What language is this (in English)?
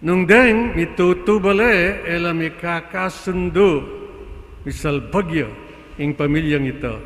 Pampanga